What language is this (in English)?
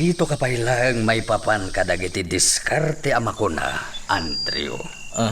Iloko